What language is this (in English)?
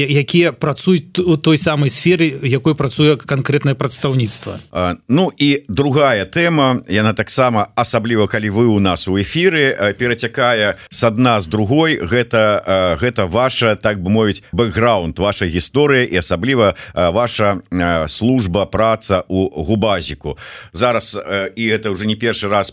Belarusian